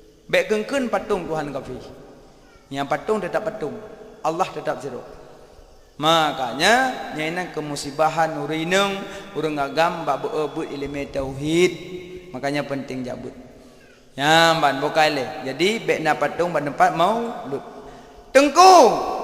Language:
Achinese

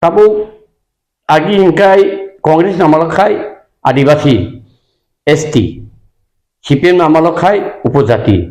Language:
Kok Borok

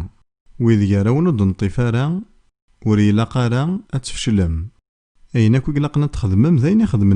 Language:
Kabyle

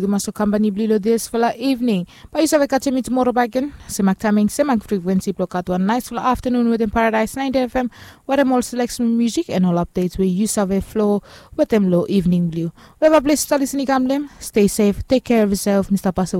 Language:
Bislama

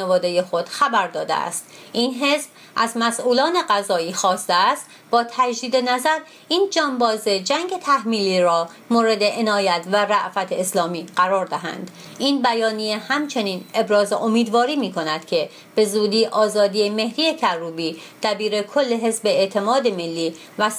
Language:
Persian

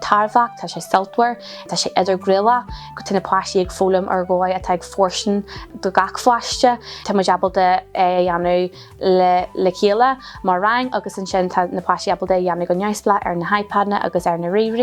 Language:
Irish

